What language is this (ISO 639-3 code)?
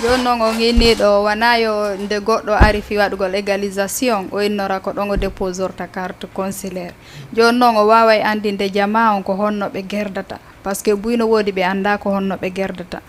ful